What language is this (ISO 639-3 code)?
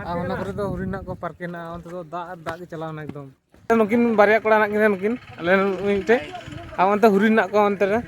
sat